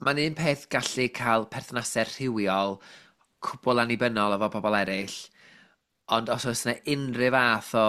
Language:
Welsh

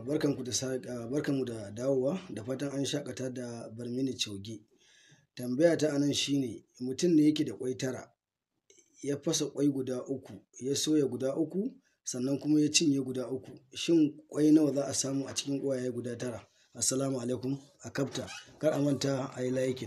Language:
Hausa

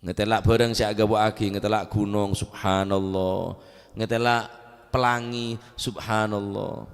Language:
Madurese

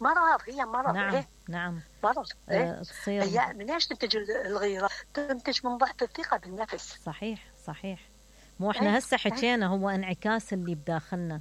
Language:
Mesopotamian Arabic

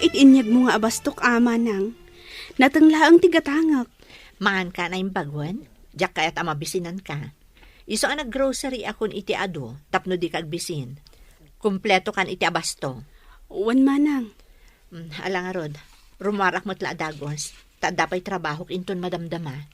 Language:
Iloko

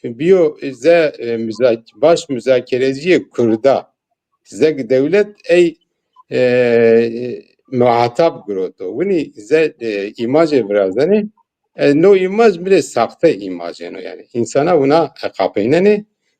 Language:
Zaza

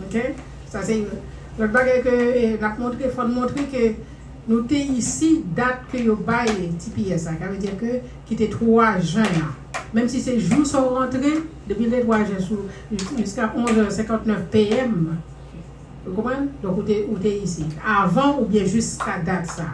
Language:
Haitian Creole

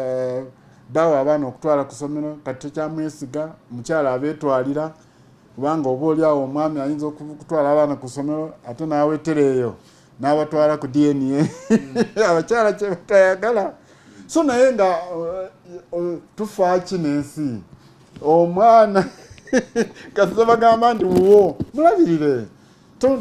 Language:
Ganda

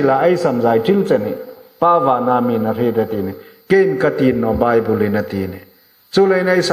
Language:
Hmar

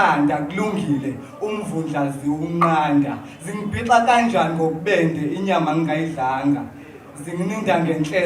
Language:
Zulu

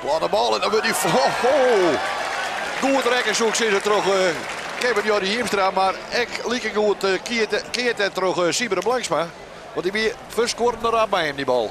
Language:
Western Frisian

